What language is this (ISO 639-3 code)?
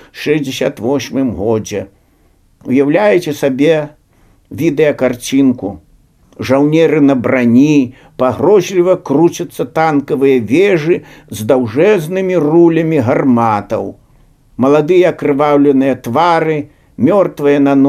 bel